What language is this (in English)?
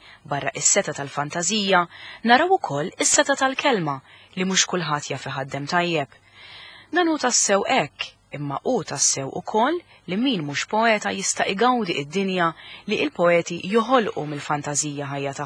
Maltese